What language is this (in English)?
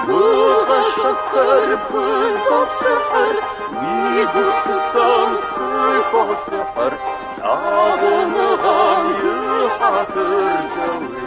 Kabardian